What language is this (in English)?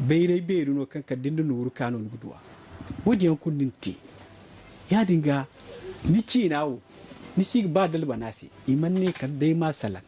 Zarma